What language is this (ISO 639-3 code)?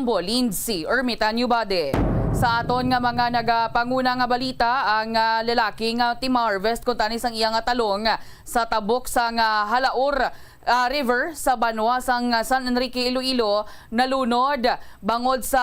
hil